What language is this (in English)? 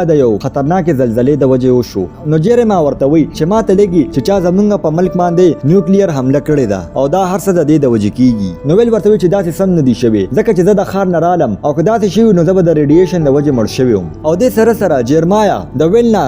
Pashto